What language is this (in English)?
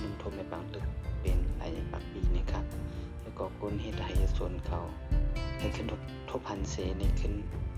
Shan